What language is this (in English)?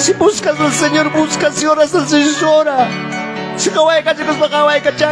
Ayacucho Quechua